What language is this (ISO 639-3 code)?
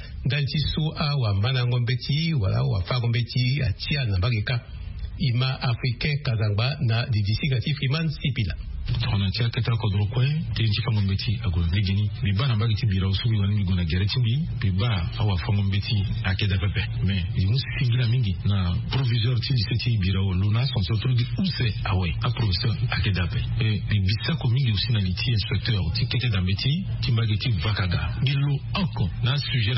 sag